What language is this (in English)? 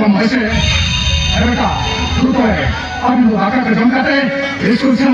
Santali